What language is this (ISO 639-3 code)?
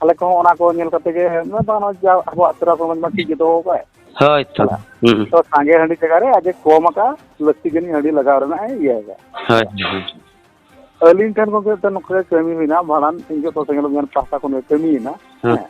sat